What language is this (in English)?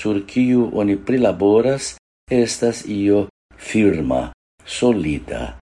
Esperanto